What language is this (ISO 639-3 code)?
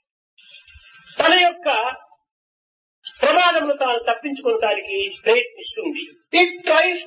tel